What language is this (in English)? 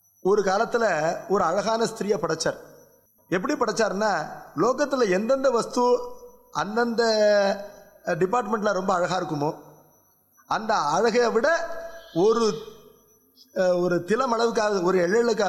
Tamil